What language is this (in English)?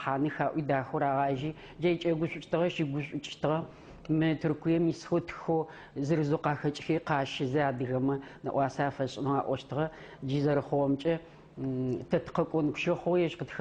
Adyghe